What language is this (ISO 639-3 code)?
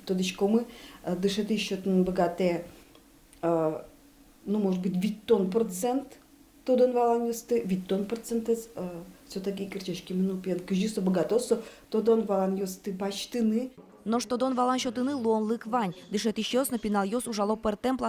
udm